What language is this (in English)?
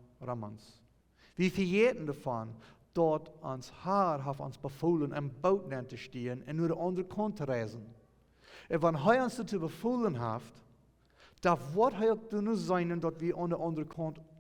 Plautdietsch